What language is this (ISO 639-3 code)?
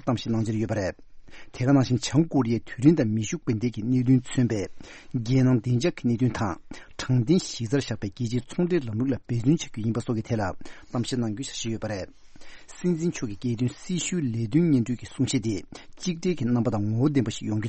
bod